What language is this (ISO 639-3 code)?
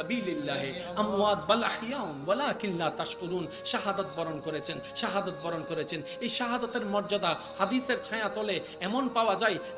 ben